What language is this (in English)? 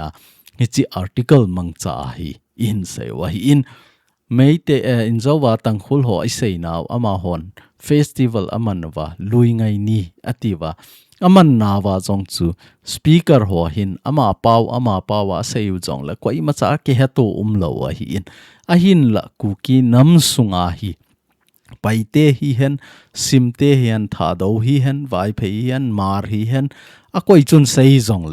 Thado Chin